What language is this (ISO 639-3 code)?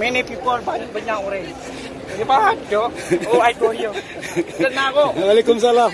mad